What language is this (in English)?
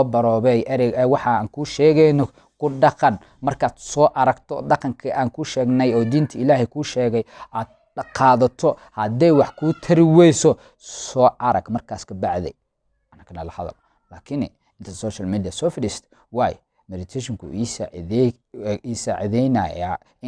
Somali